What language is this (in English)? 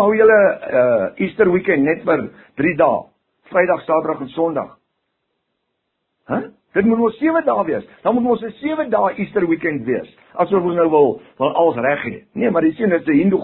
Afrikaans